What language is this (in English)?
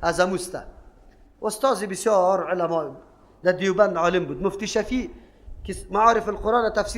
Persian